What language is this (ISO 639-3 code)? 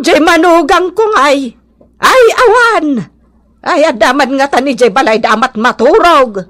ilo